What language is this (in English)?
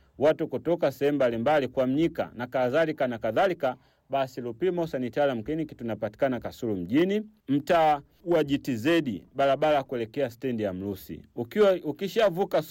Swahili